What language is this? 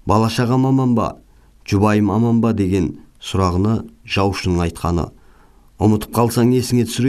Kazakh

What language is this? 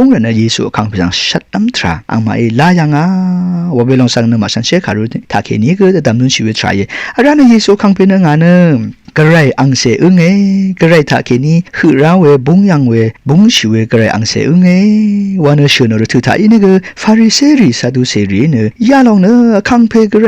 Rawang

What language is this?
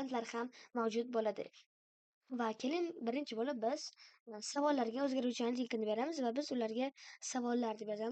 Uzbek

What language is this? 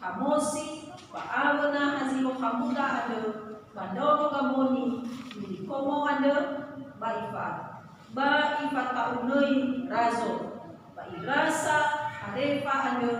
Nias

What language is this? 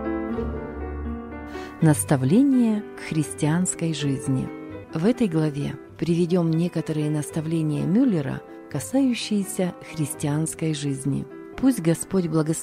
Russian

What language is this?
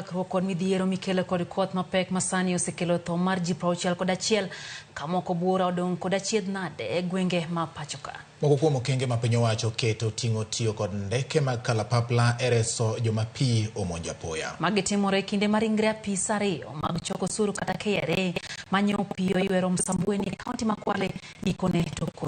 Luo (Kenya and Tanzania)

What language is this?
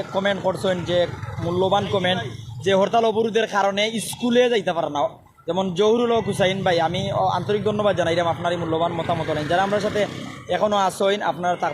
Sylheti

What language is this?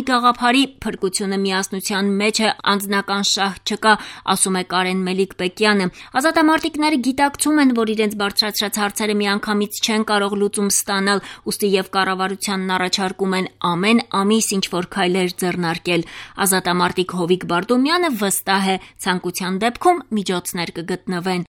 Armenian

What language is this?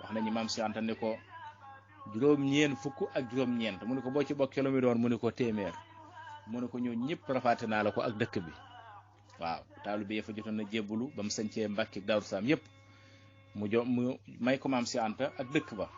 Wolof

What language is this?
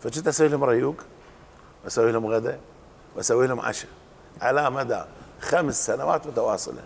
Mesopotamian Arabic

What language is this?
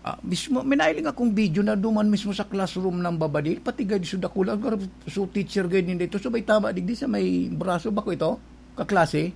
Bikol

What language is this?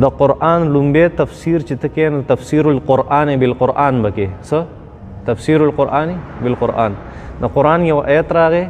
Pashto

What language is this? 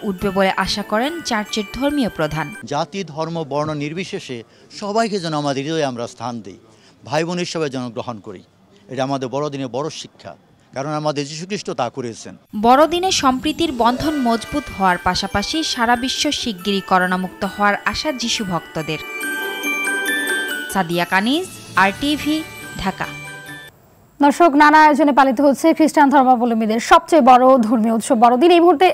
Bangla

